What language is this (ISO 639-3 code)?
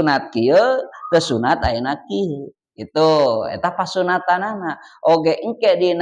sun